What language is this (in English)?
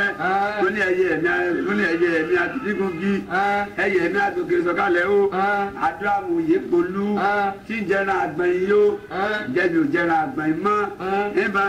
Yoruba